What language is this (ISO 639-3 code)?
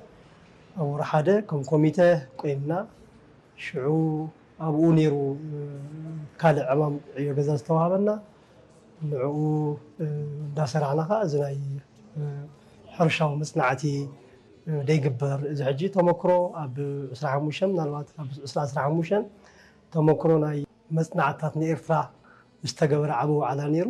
tir